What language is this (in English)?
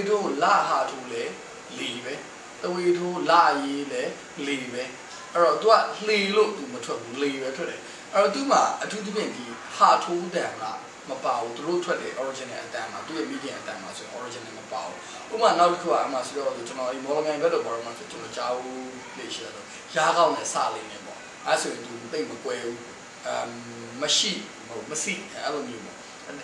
Burmese